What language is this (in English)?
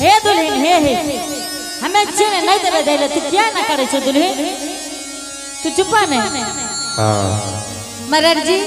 Angika